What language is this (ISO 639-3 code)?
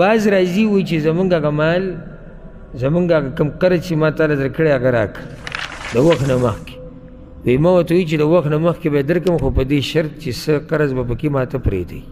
pus